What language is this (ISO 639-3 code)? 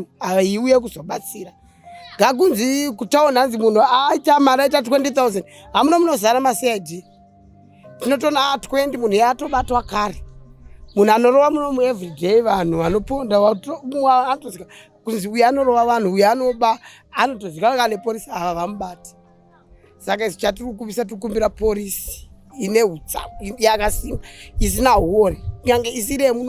sna